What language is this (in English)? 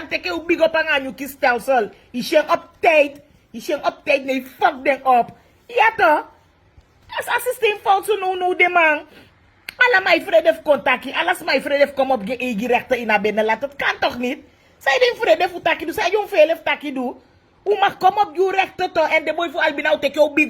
Sranan Tongo